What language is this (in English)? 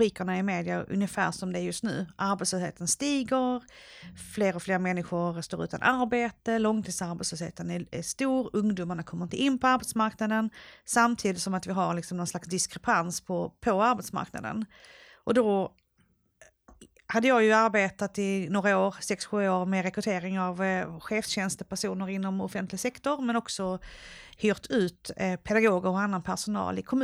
Swedish